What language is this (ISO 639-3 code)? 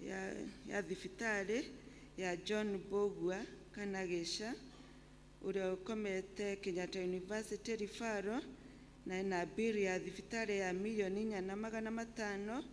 kik